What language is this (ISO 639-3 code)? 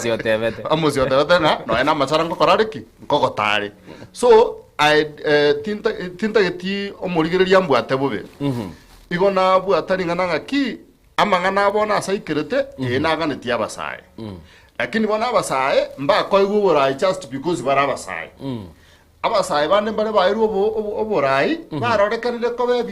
guz